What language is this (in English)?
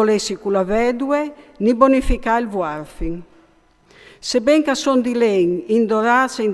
Friulian